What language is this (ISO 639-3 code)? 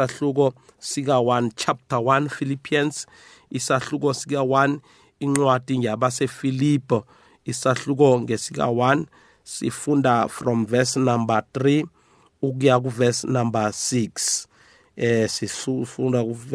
nbl